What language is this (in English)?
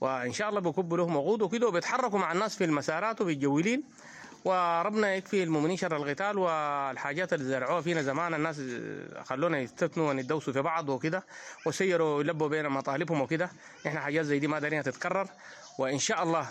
Sudanese Arabic